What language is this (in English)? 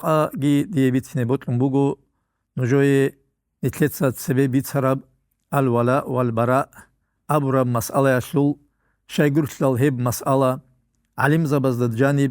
Avaric